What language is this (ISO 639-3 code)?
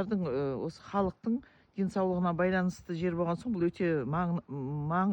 kaz